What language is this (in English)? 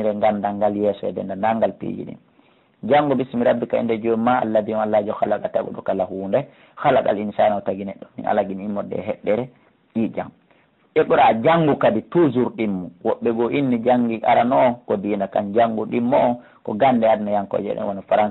Fula